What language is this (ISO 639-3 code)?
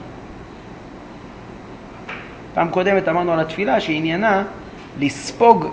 heb